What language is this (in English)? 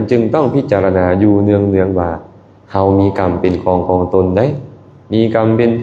Lao